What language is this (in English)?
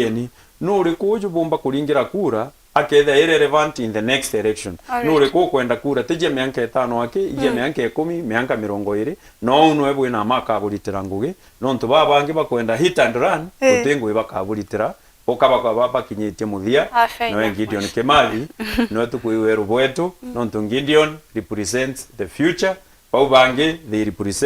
Meru